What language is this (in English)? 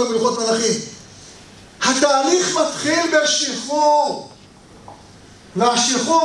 Hebrew